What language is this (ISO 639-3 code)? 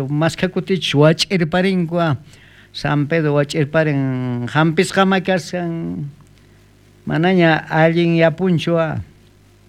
quh